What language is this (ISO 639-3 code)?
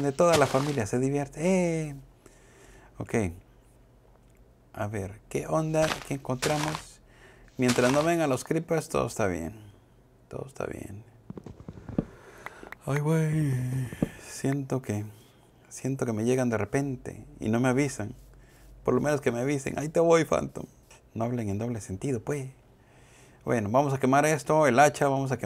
spa